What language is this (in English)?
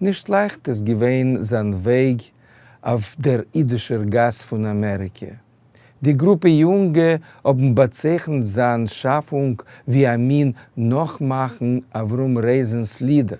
Yiddish